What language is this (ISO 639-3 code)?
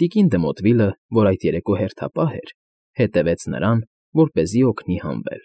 hye